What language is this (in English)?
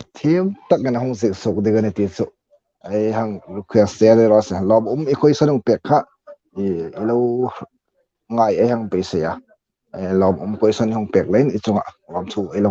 Hmar